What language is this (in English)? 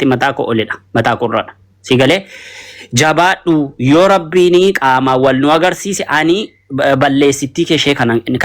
Oromo